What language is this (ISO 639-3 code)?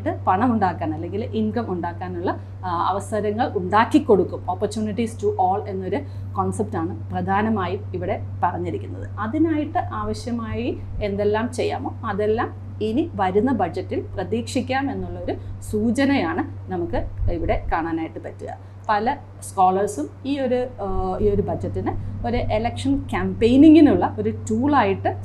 mal